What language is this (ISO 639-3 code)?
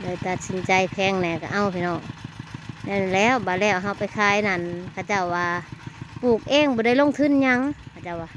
tts